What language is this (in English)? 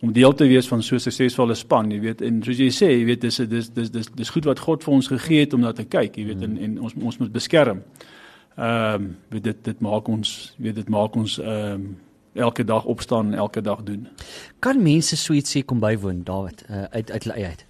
Afrikaans